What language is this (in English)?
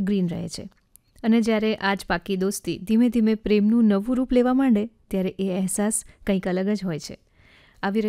Gujarati